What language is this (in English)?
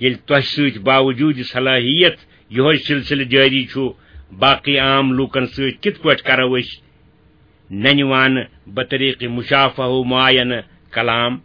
Kashmiri